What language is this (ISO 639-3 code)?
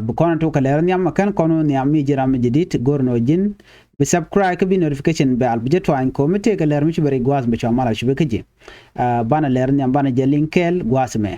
nus